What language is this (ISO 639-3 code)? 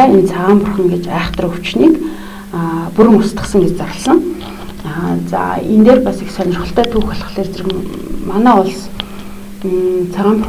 mon